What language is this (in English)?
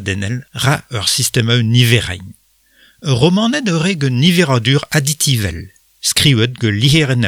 Breton